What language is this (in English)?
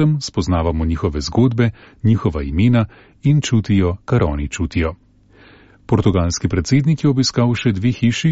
Slovenian